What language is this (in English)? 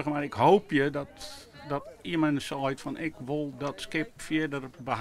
Western Frisian